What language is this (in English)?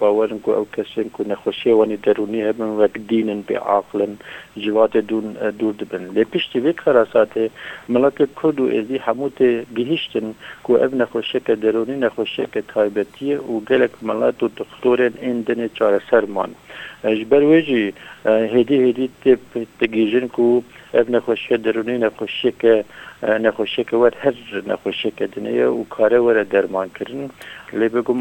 Kurdish